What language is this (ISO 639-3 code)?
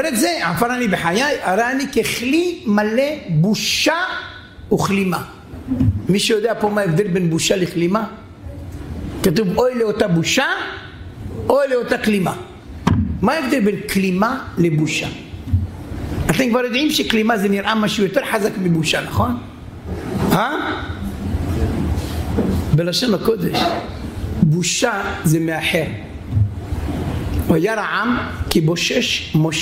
heb